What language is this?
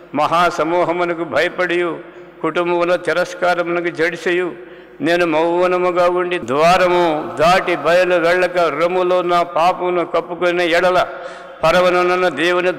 Telugu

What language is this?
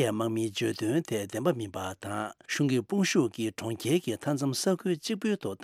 Tibetan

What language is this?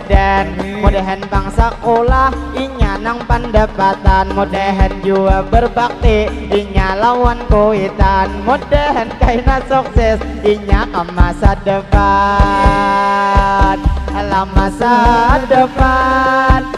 Banjar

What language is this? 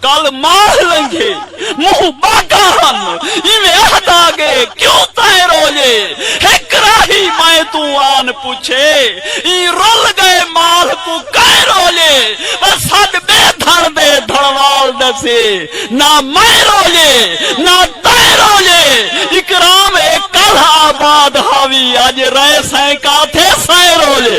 Saraiki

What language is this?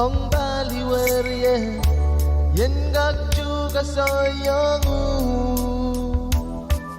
Pohnpeian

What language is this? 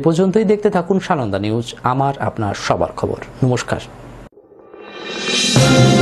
Bangla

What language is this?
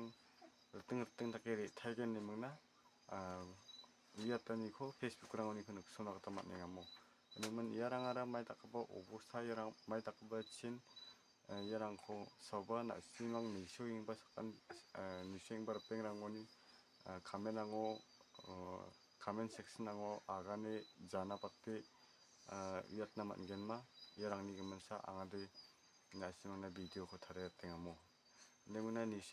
Garo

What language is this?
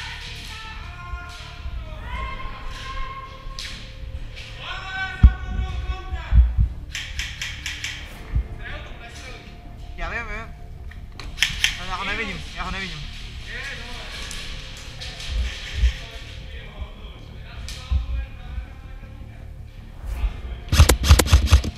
Slovak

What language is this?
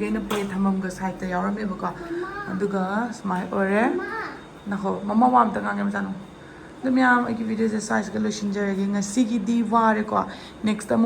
Manipuri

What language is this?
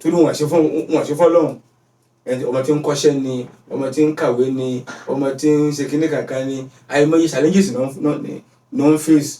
Yoruba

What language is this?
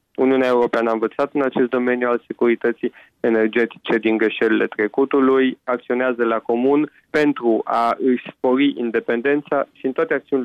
Romanian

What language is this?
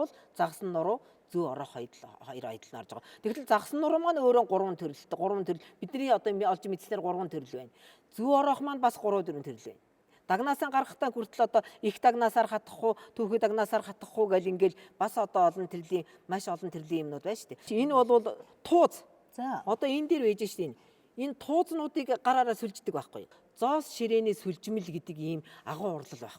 Mongolian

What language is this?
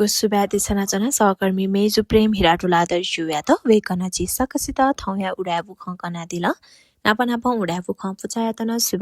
Newari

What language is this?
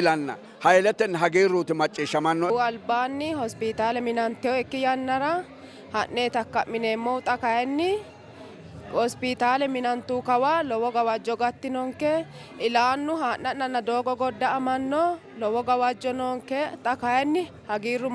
Sidamo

